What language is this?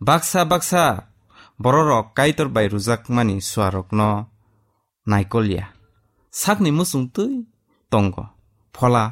Kok Borok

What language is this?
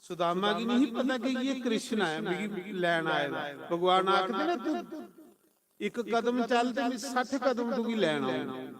Dogri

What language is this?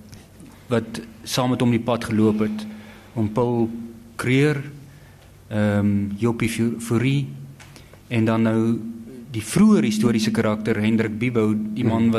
Afrikaans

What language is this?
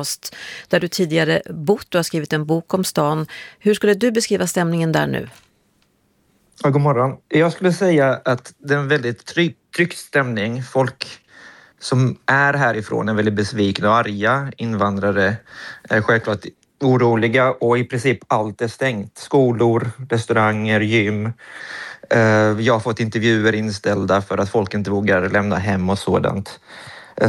Swedish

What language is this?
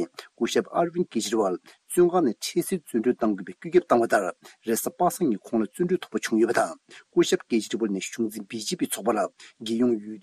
Tibetan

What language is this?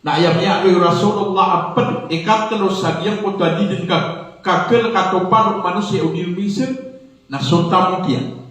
Maranao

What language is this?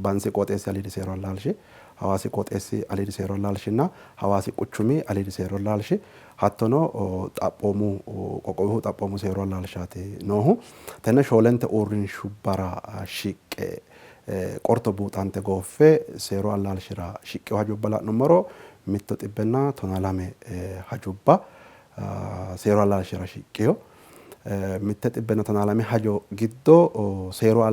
Sidamo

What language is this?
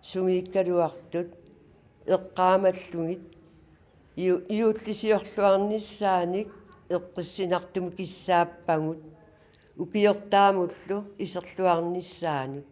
Kalaallisut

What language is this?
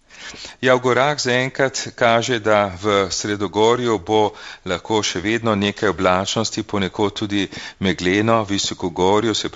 Slovenian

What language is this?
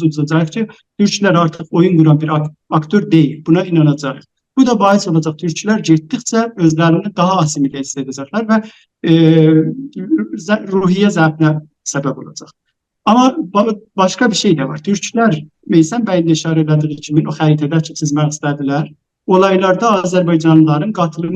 South Azerbaijani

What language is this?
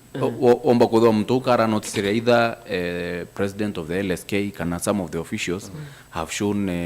Meru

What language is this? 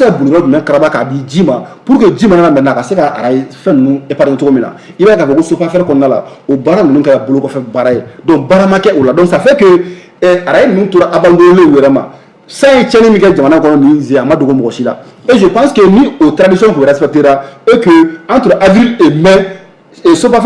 Bambara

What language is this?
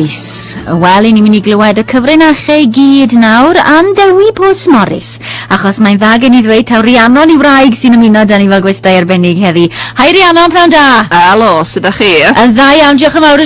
Welsh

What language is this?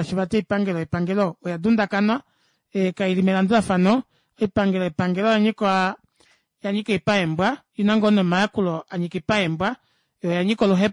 Kuanyama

